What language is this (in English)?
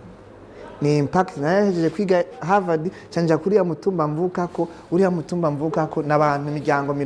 Rundi